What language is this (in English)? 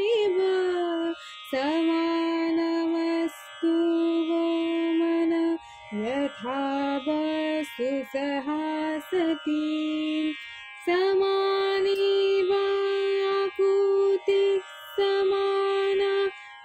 Bangla